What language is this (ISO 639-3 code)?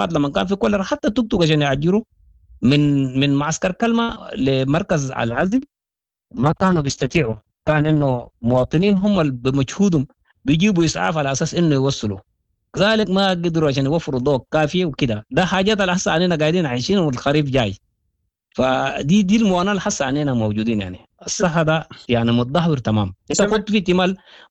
apd